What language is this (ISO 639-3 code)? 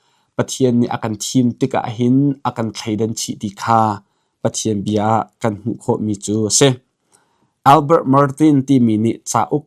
cnh